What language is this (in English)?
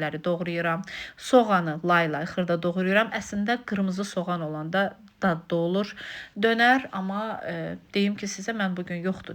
Azerbaijani